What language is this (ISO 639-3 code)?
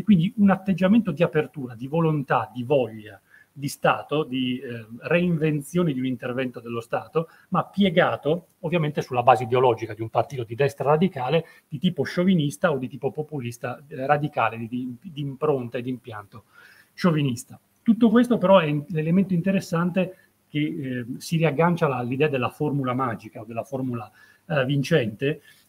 ita